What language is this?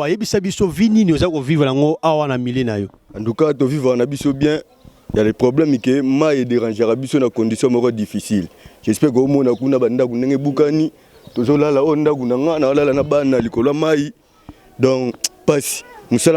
Lingala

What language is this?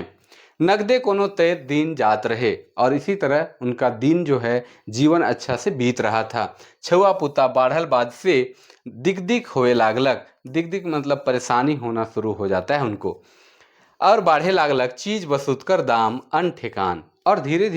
Sadri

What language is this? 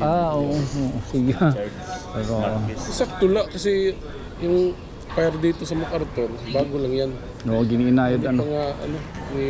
Waray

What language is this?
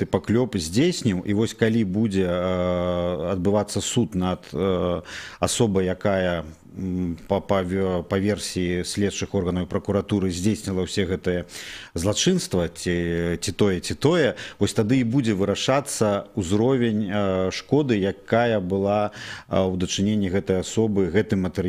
Belarusian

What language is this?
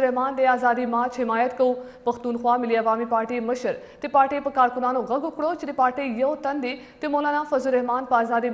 Pashto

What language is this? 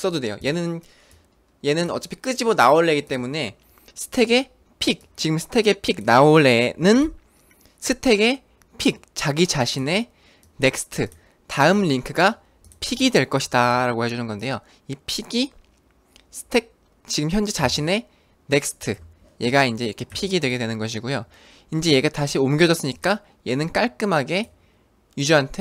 Korean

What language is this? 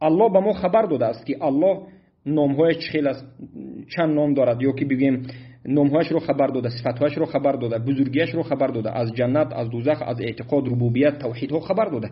Tajik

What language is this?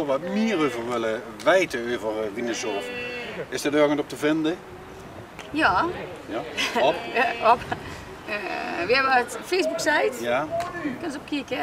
Limburgish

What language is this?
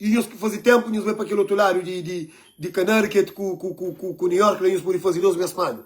Kabuverdianu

